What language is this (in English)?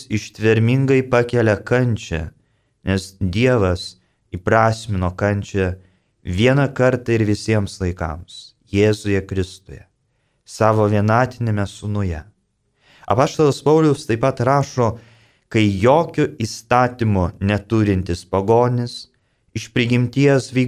Lithuanian